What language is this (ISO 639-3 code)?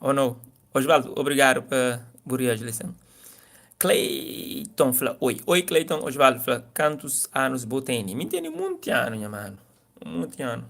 kea